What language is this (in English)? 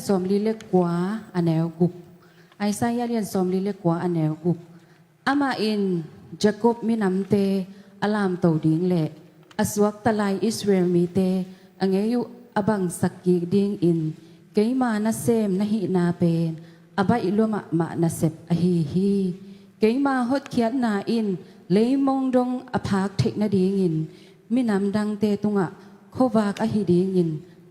Tedim Chin